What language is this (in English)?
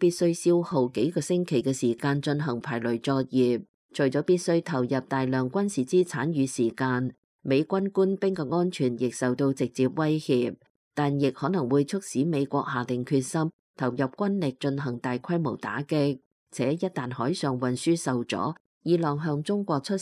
Cantonese